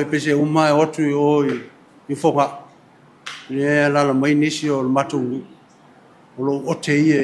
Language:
Samoan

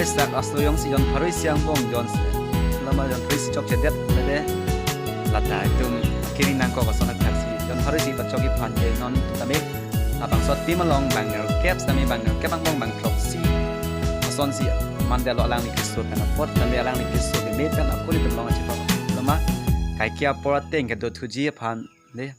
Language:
Karbi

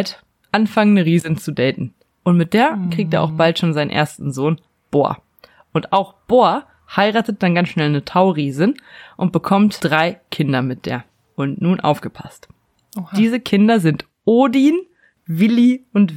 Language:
German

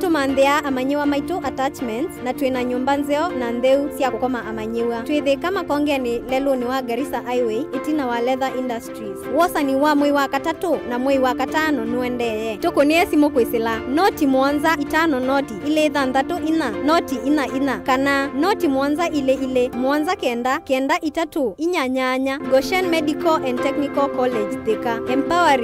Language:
Kamba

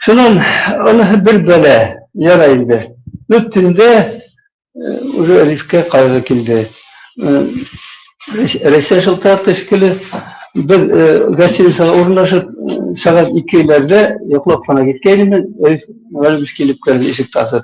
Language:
Bashkir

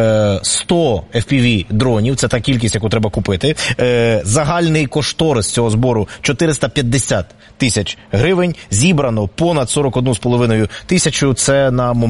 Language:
Ukrainian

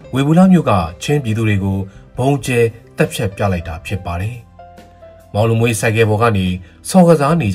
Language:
Burmese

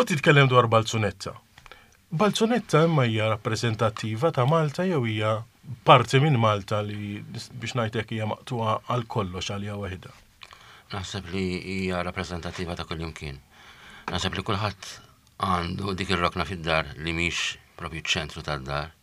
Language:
Maltese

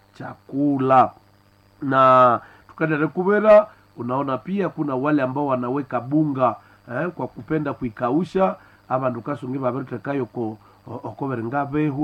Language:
Swahili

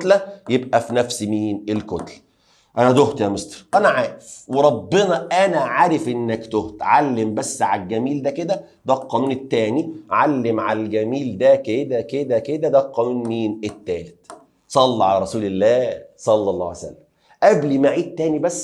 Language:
Egyptian Arabic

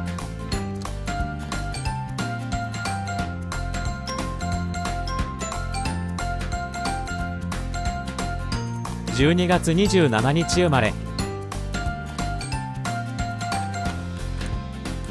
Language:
Japanese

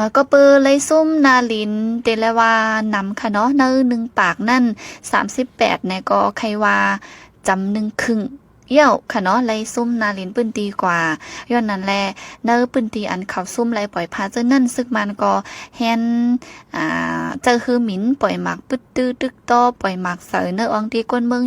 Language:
Shan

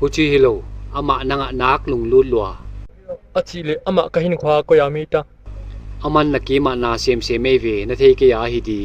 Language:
Paite Chin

